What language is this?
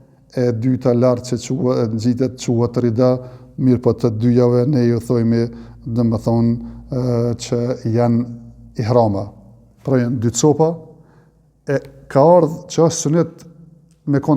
Albanian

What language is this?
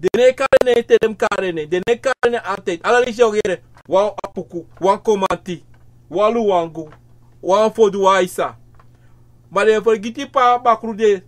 Sranan Tongo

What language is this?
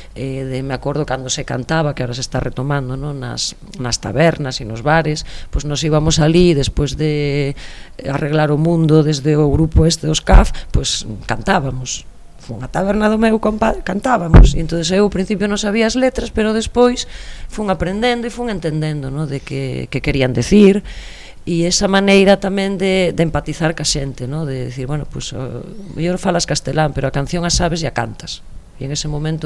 Galician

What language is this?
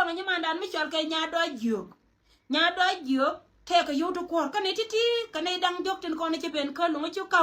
Nuer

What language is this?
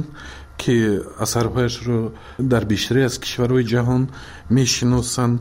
Tajik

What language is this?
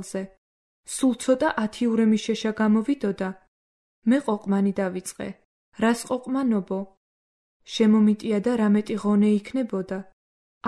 Georgian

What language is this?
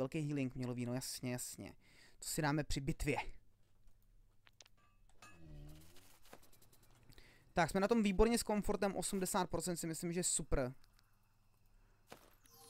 Czech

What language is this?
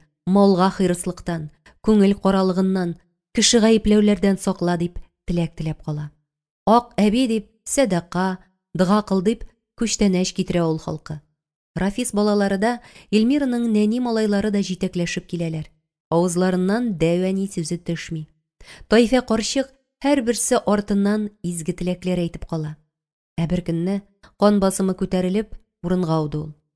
Tatar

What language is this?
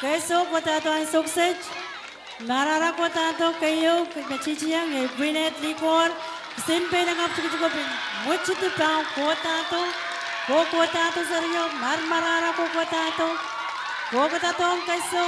Pohnpeian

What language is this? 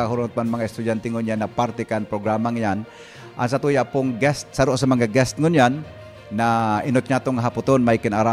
Bikol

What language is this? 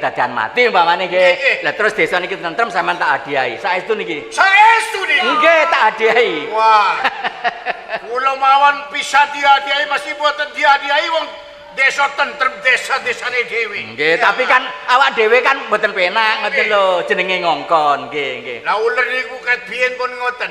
Javanese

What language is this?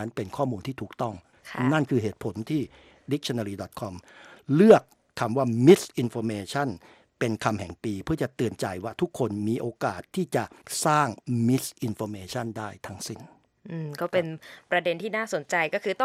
Thai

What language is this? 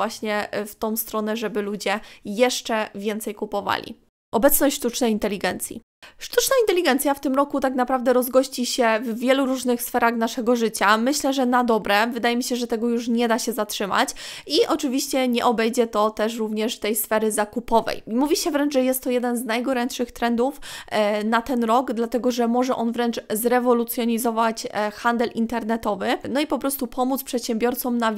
Polish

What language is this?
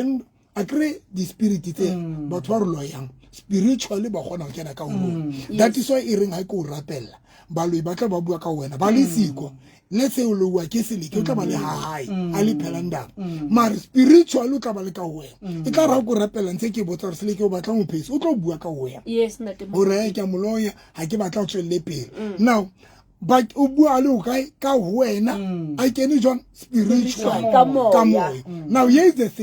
Southern Sotho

